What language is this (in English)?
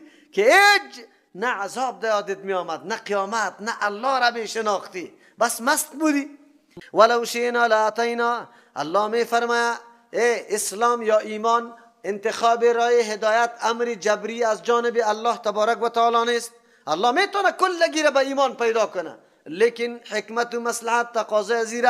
Persian